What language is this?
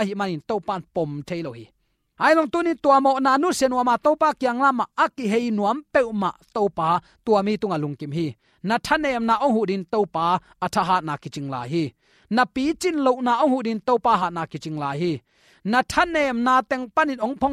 Tedim Chin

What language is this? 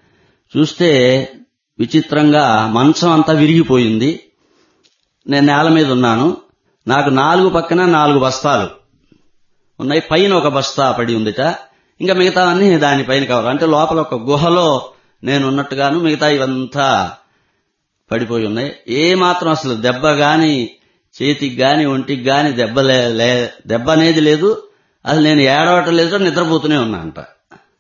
Telugu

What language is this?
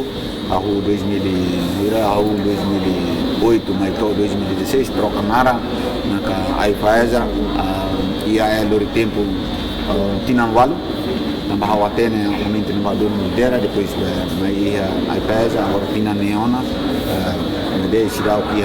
Tetum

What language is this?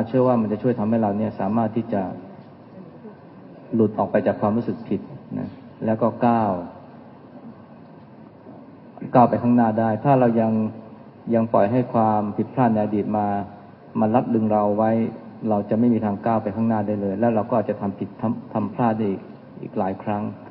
Thai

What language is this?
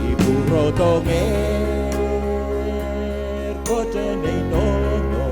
Pohnpeian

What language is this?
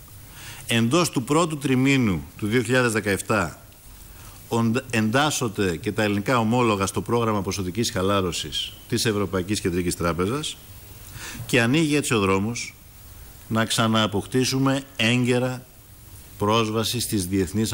Greek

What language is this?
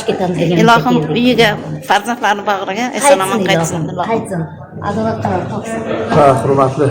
Uzbek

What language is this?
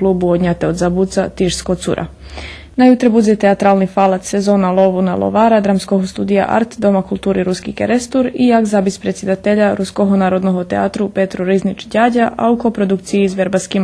Rusyn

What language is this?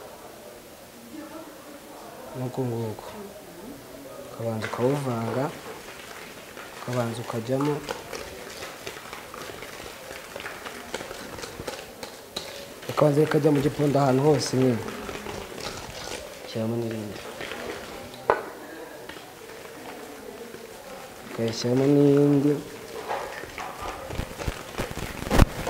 Kinyarwanda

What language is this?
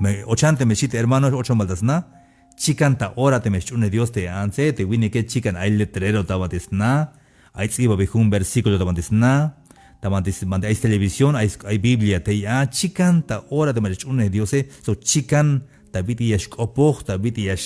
Tzeltal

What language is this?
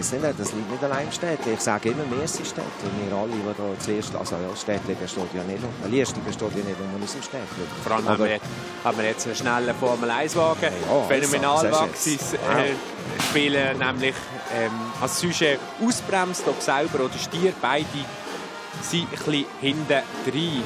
Swiss German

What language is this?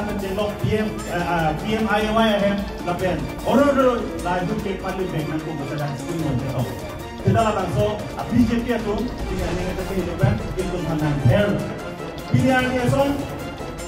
Karbi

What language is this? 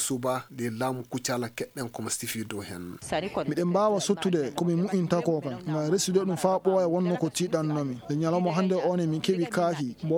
Fula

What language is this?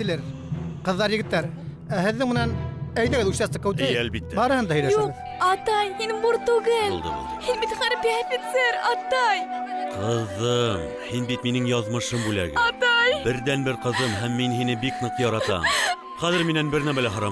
Bashkir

